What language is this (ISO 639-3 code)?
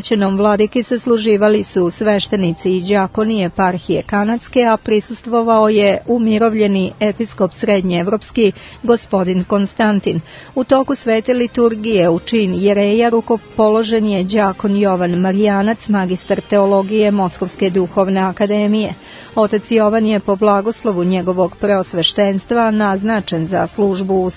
srp